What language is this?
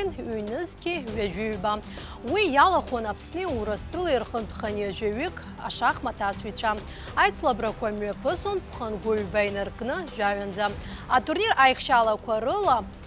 Abkhazian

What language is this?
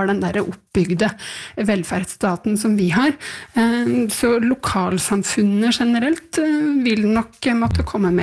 Norwegian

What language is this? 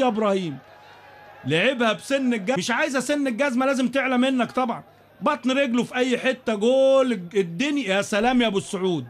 Egyptian Arabic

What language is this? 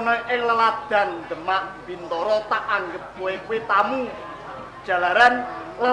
Javanese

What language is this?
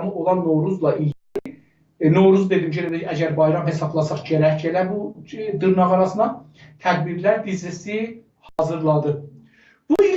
South Azerbaijani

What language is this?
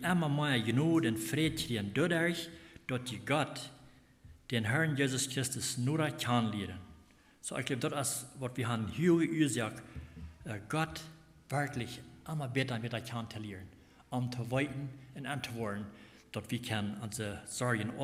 Plautdietsch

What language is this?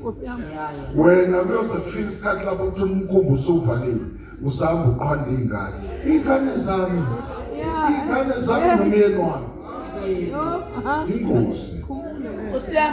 Zulu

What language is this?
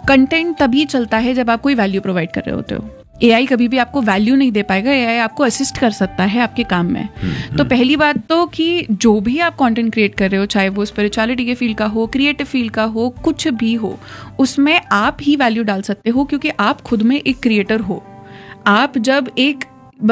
Hindi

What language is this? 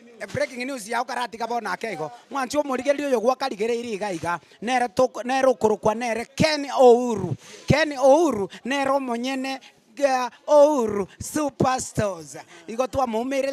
Gusii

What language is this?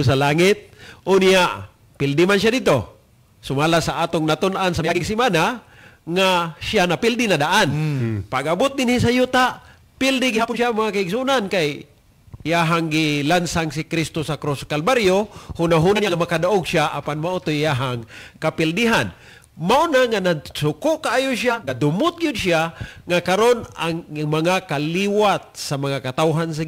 Cebuano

